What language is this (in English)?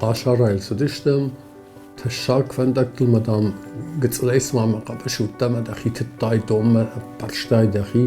Ossetic